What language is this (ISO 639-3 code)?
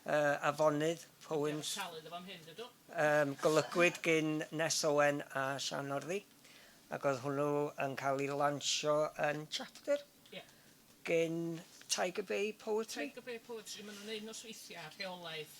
cym